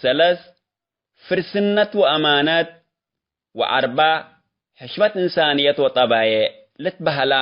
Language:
Tigre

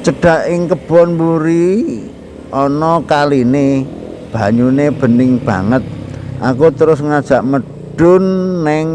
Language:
Javanese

